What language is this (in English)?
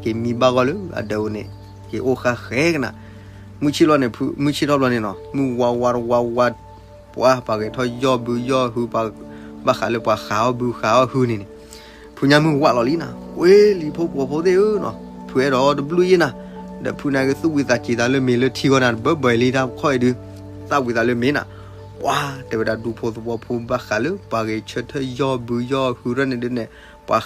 S'gaw Karen